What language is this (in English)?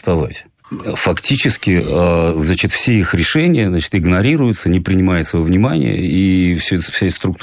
Russian